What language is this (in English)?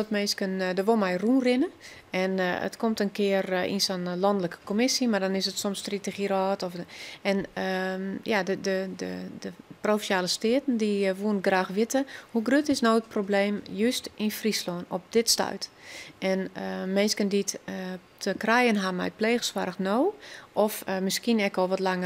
Western Frisian